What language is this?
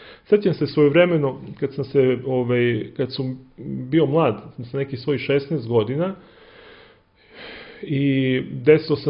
Serbian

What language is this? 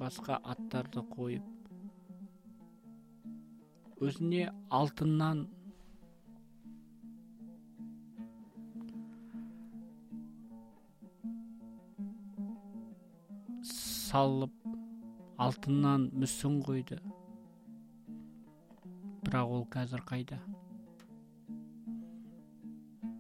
Kazakh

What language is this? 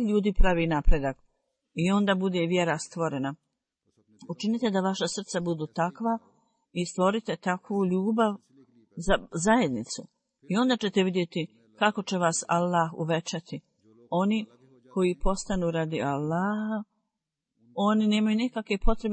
Bosnian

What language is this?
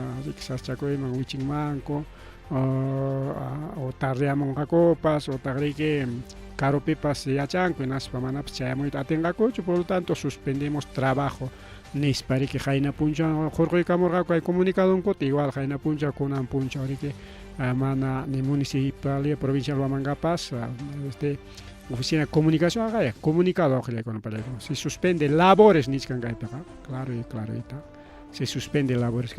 Ayacucho Quechua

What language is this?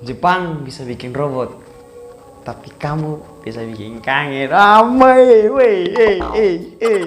Ambonese Malay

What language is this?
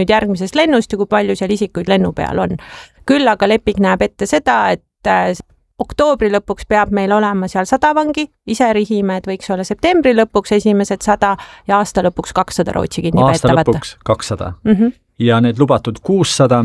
Estonian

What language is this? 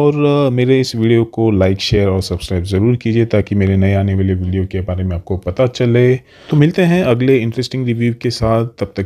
Hindi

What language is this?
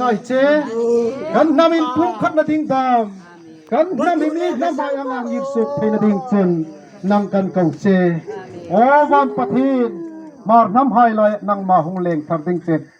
Hmar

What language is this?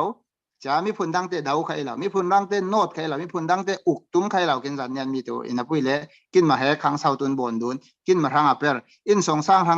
Falam Chin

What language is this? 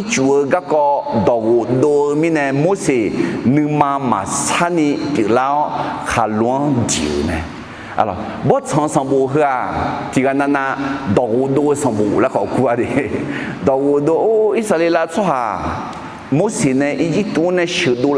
Akha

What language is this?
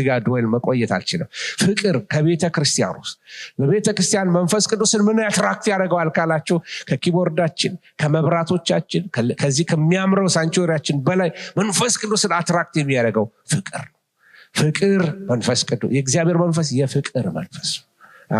Amharic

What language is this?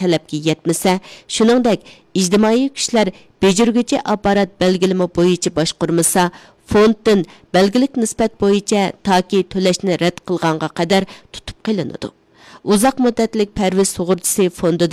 Uyghur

